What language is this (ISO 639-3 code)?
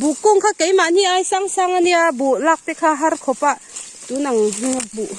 lus